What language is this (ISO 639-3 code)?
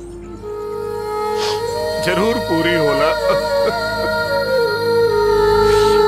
bho